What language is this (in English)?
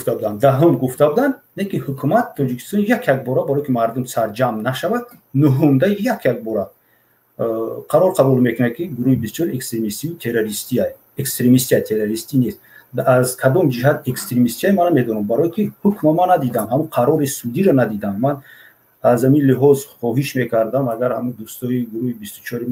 Tajik